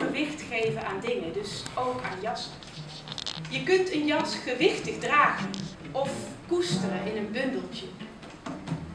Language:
Dutch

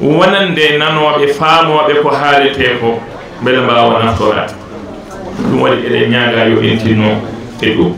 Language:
Fula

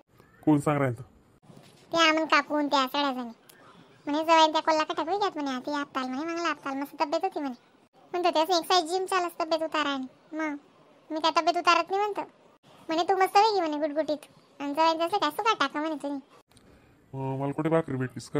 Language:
Khandesi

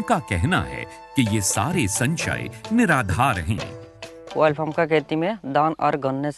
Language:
Hindi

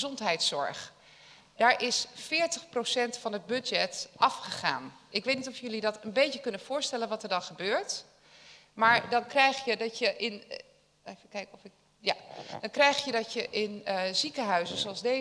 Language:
Dutch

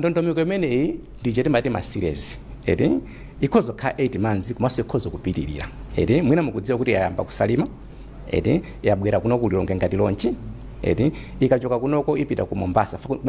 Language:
Nyanja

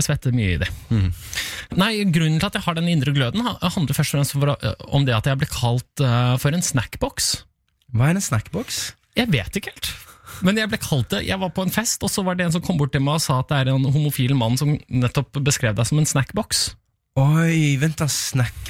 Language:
Norwegian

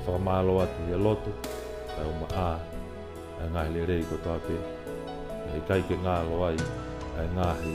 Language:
Tongan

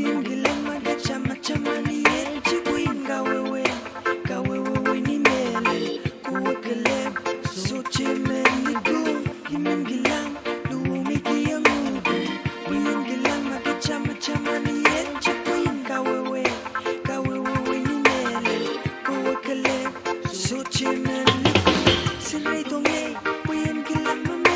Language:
Pohnpeian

